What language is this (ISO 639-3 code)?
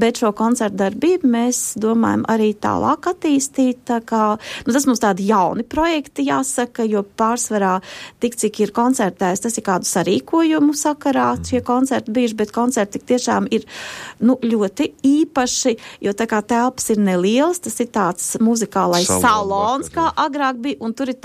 lav